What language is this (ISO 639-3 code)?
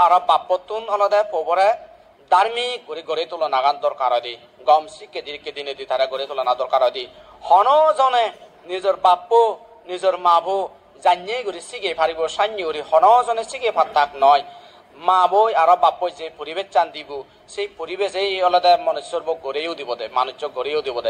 ccp